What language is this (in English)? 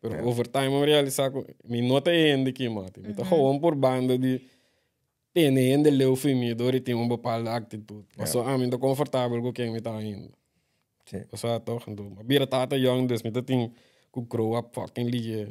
Papiamento